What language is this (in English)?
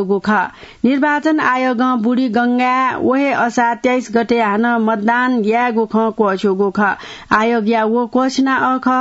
Newari